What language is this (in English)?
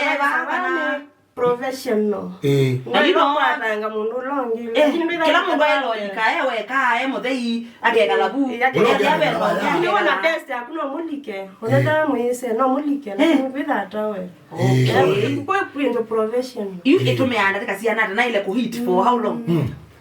Kamba